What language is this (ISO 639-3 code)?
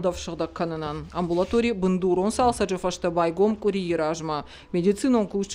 oss